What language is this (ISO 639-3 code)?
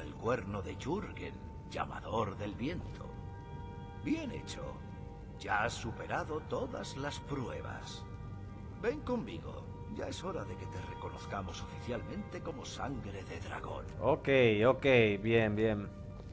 spa